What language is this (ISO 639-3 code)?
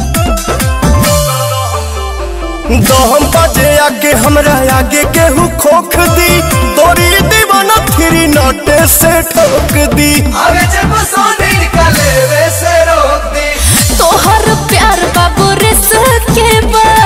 bho